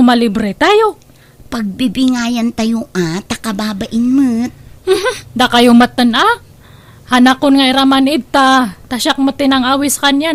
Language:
Iloko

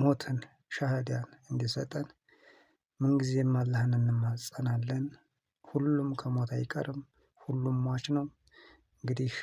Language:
Amharic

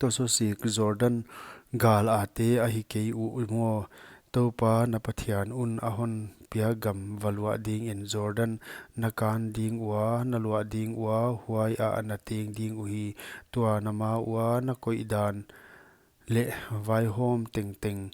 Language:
Paite Chin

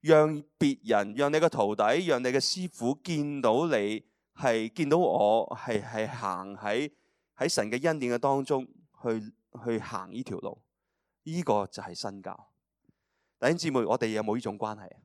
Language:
Cantonese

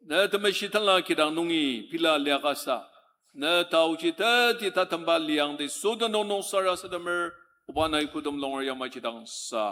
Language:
Ao Naga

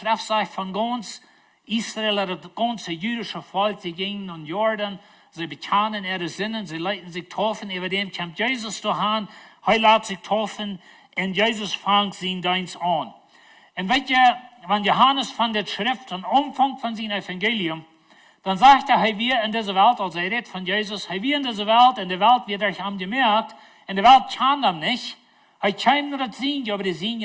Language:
Plautdietsch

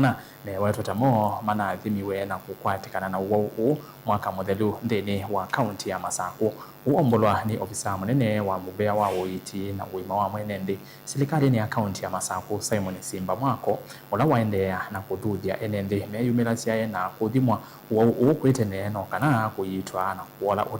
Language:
Kamba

